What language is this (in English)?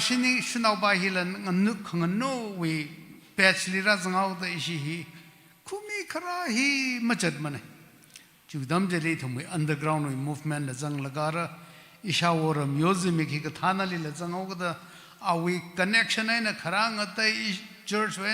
Tangkhul Naga (India)